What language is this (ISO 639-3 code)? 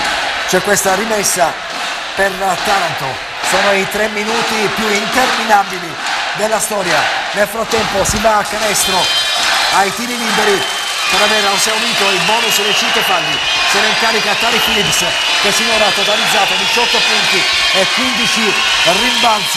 ita